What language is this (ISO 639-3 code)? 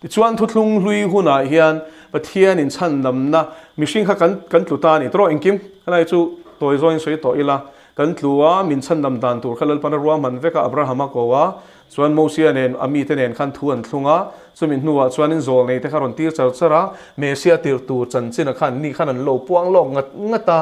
lus